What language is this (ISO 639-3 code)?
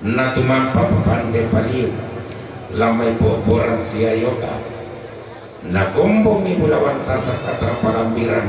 sda